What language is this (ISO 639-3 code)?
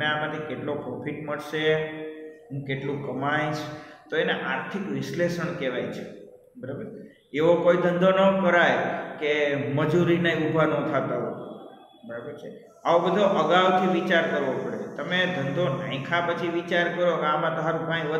guj